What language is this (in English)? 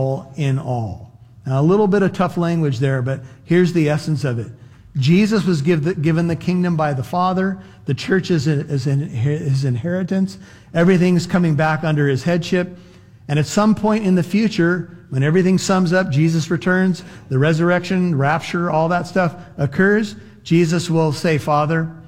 English